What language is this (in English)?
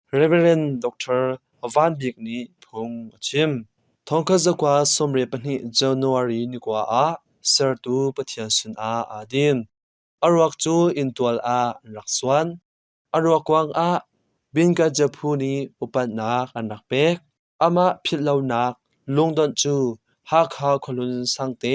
Hakha Chin